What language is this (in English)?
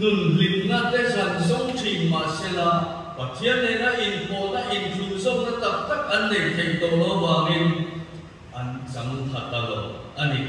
Mizo